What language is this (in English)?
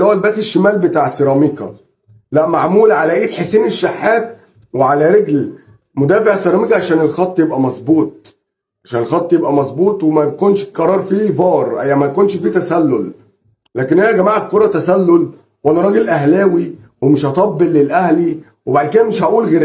Egyptian Arabic